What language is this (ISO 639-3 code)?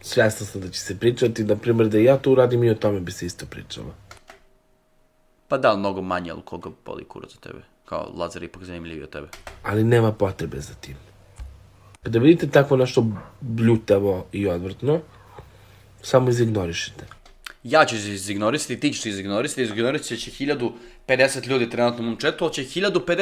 srp